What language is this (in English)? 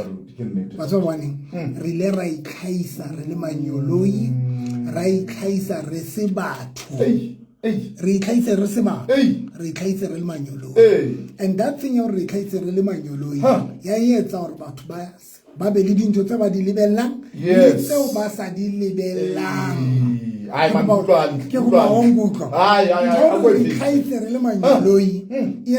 Southern Sotho